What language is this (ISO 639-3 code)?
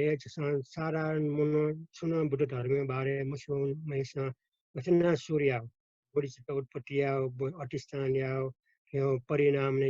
new